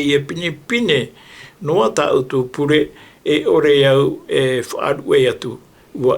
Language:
Tahitian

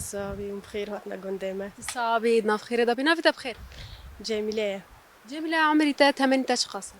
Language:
Kurdish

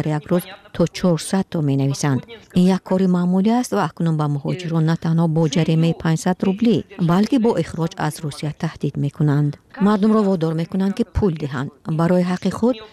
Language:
Persian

